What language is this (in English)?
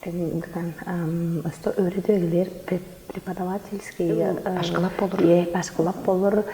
Tuvinian